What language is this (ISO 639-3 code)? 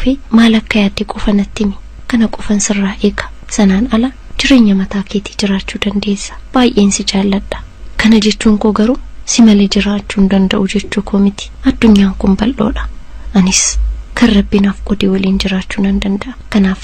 orm